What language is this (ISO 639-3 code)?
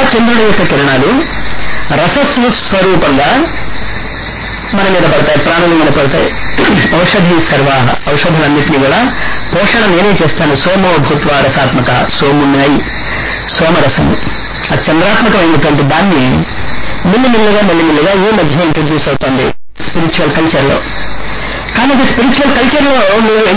tel